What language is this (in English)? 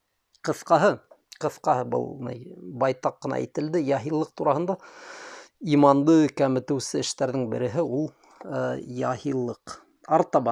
Bashkir